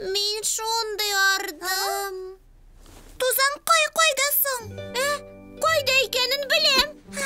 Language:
Tatar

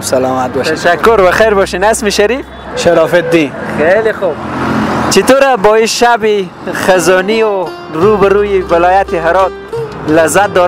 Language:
Persian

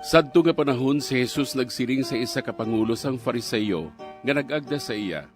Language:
Hiligaynon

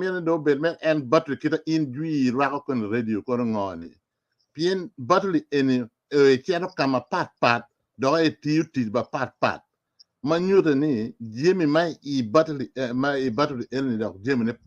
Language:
Acoli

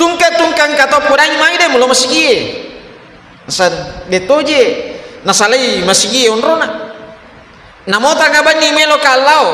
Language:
Buginese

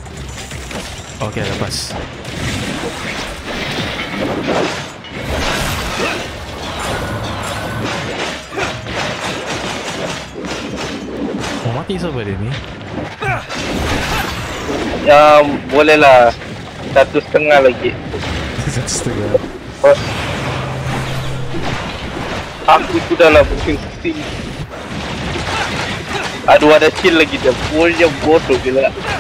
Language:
Malay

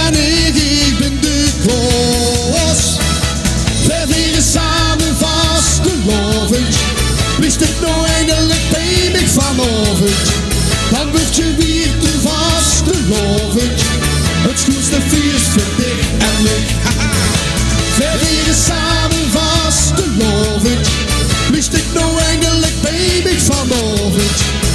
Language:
Limburgish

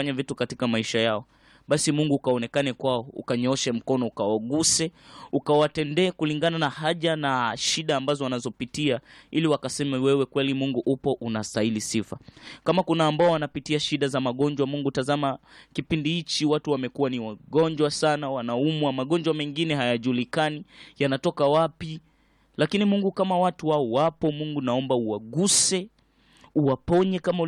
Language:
Swahili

